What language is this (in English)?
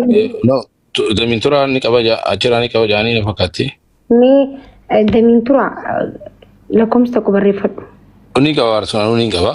Oromo